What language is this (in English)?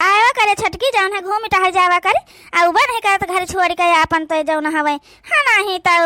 Awadhi